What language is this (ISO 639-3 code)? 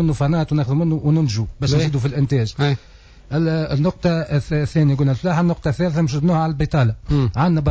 aeb